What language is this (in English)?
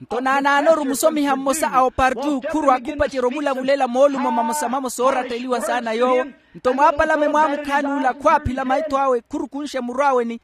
Makhuwa